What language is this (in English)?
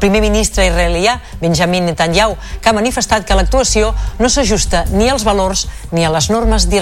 Catalan